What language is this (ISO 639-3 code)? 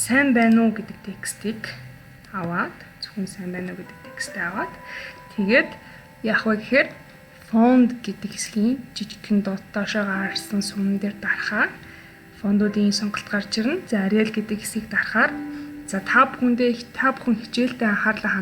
mon